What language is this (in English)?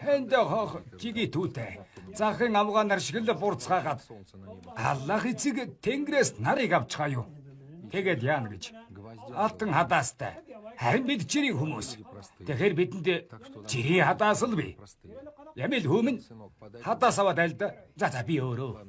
Mongolian